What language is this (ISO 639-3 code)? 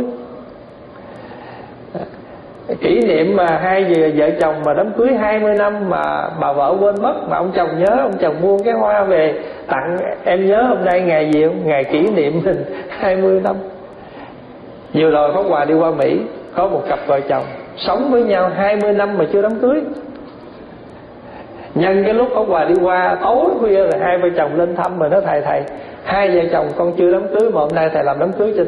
vie